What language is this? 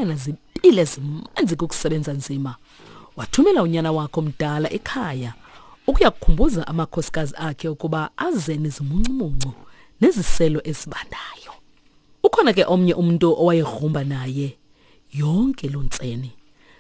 Xhosa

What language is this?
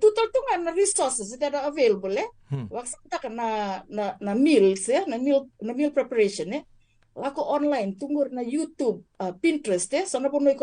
Fijian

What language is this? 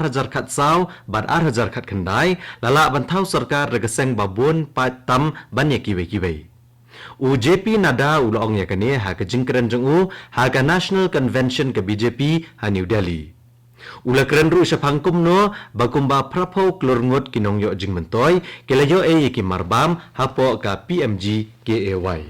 Khasi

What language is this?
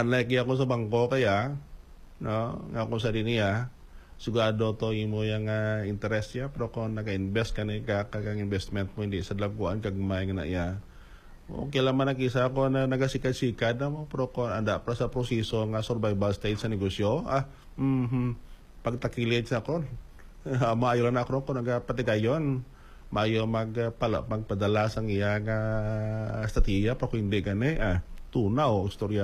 Hiligaynon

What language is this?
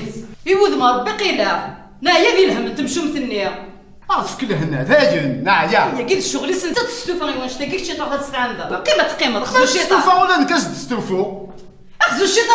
Kabyle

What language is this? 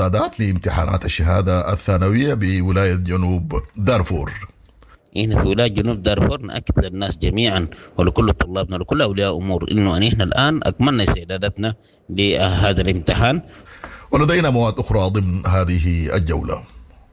Sudanese Arabic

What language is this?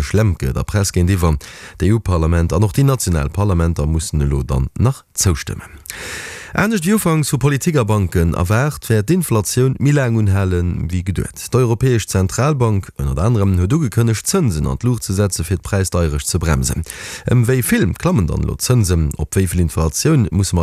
Luxembourgish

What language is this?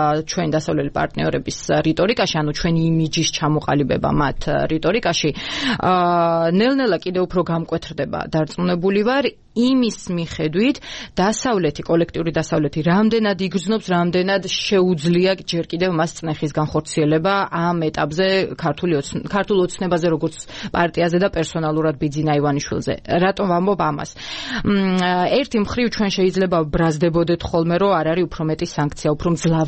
Georgian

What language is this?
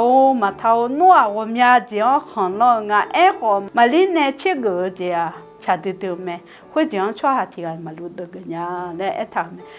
Akha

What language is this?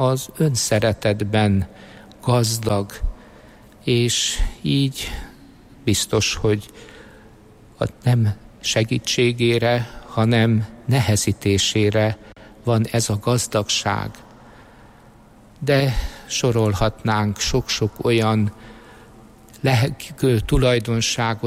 Hungarian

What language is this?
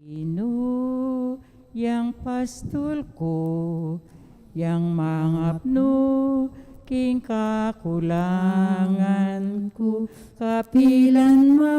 Pampanga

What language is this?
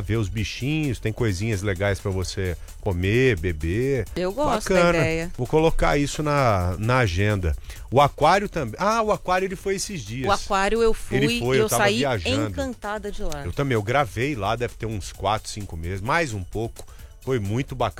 Portuguese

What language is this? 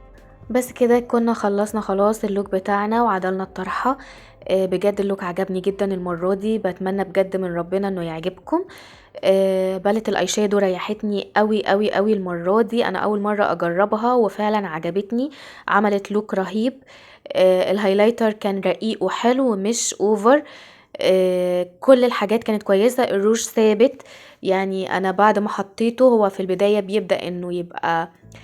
Egyptian Arabic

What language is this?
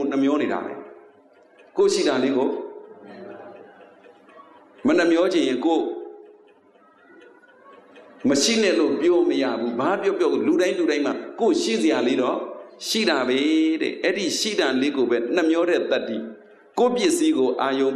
Burmese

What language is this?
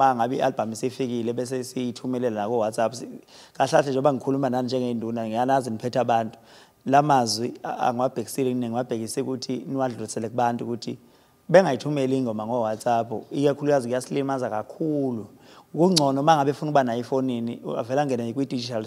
Zulu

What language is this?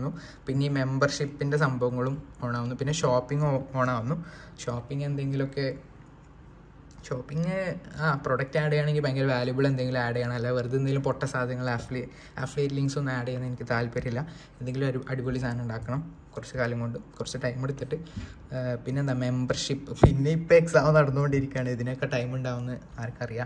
Malayalam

